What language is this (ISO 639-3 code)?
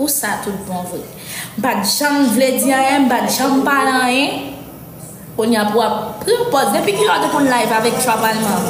hat